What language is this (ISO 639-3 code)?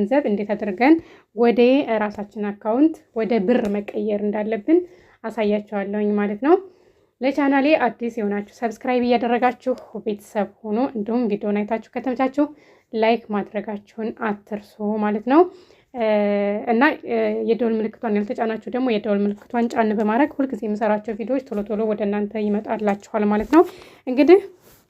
amh